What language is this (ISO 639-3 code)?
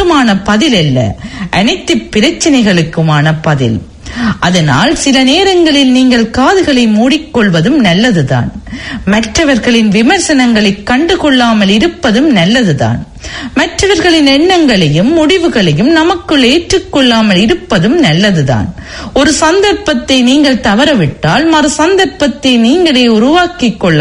tam